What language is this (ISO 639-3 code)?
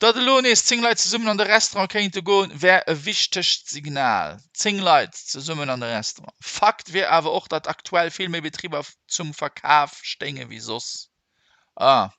ltz